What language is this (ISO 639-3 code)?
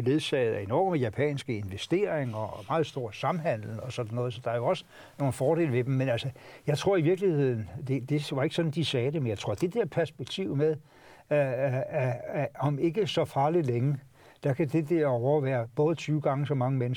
dan